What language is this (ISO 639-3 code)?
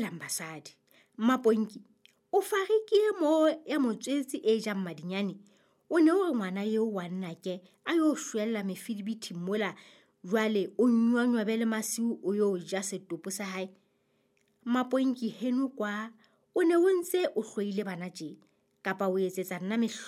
sot